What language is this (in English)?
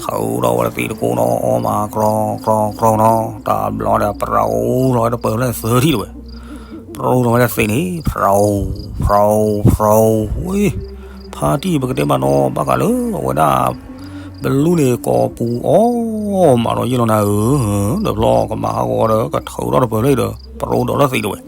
S'gaw Karen